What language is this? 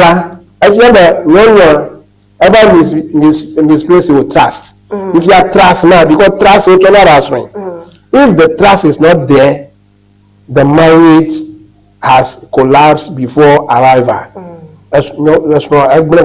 Ewe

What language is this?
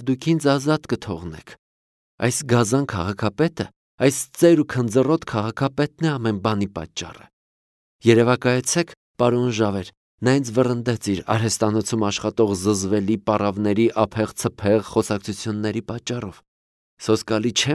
Armenian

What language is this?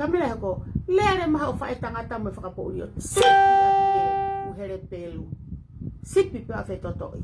Tongan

